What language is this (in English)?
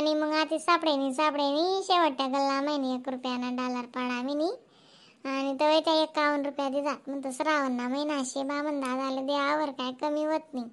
Khandesi